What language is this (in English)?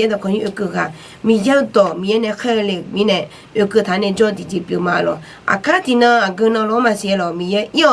Akha